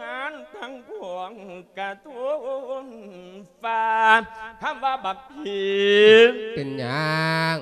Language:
Lao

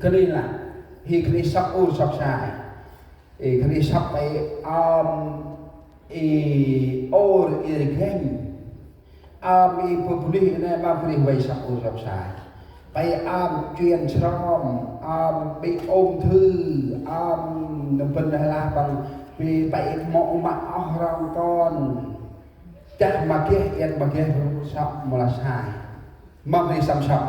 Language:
Central Mnong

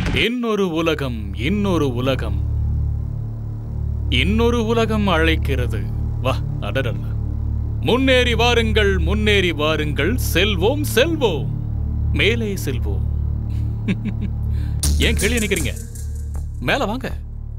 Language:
Tamil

